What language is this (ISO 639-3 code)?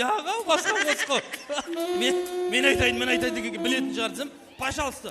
kaa